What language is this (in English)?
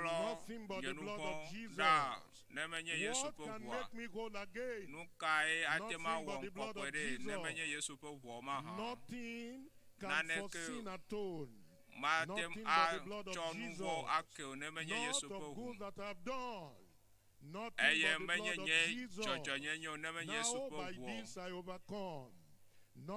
Ewe